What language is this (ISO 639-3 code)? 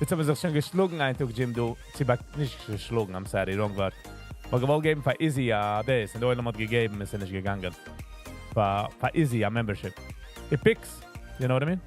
yid